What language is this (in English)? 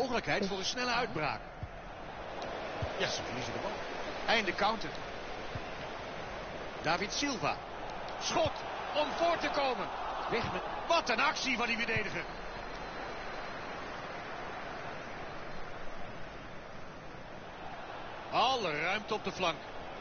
Dutch